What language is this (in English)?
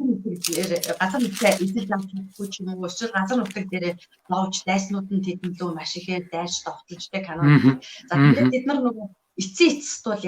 Mongolian